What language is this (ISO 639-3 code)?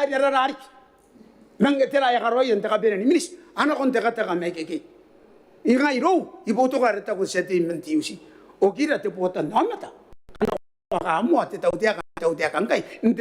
gil